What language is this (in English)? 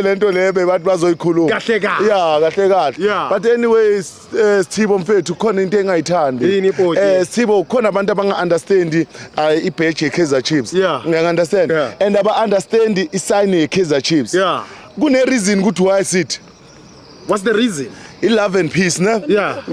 Zulu